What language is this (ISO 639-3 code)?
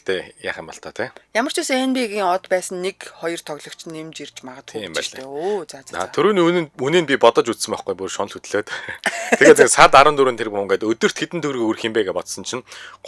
mon